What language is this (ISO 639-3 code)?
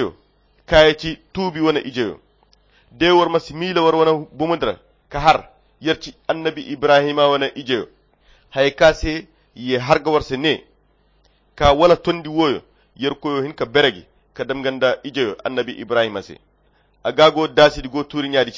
khq